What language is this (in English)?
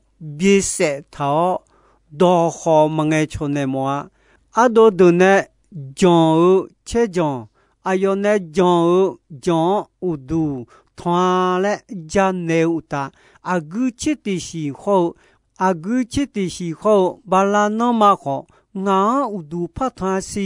Akha